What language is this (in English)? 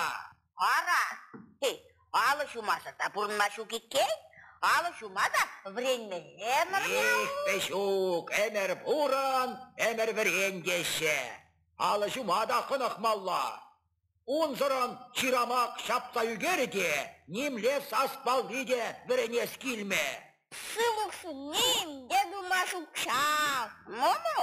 Chuvash